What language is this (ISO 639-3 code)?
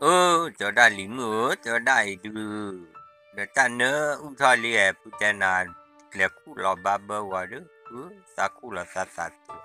ksw